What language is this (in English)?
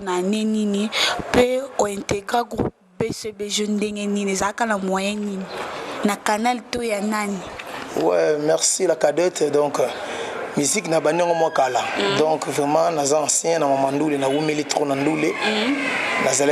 Lingala